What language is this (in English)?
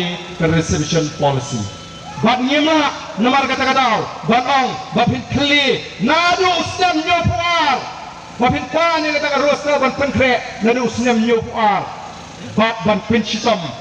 Khasi